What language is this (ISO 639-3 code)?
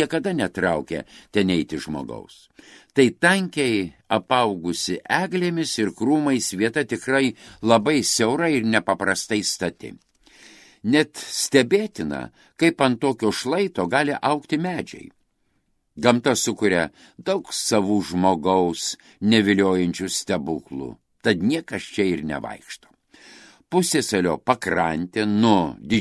lit